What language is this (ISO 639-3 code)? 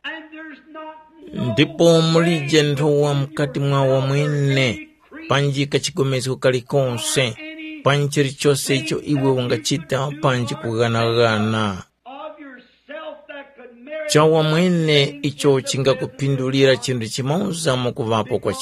tum